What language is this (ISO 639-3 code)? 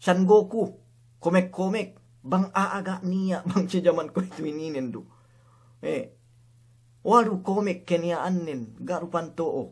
yka